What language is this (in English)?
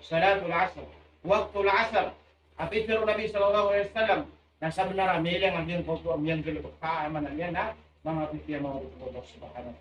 Maranao